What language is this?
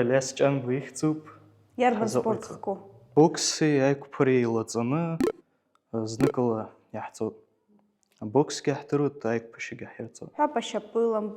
Abkhazian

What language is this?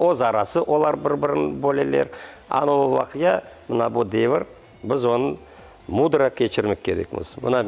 Crimean Tatar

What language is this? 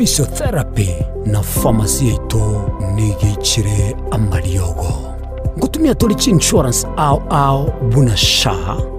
Gusii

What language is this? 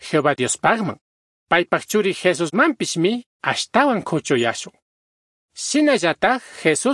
Chimborazo Highland Quichua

